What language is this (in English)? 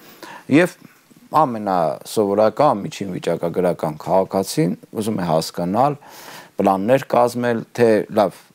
Armenian